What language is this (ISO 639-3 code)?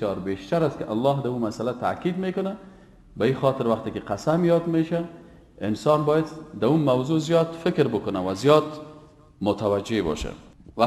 fas